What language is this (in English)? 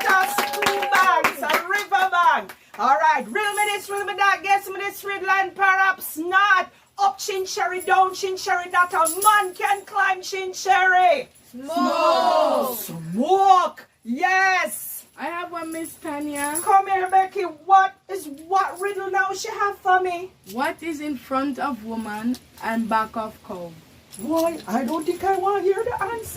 Jamaican Creole English